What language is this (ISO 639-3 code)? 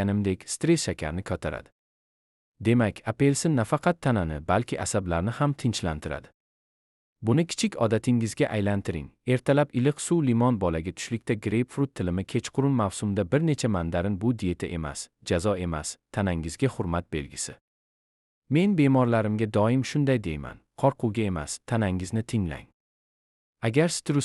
uzb